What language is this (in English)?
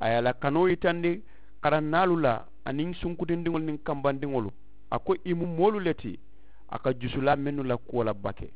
Mandingo